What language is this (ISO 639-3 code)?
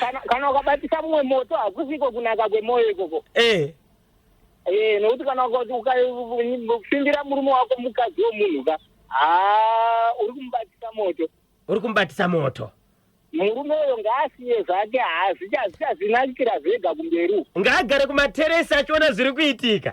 sna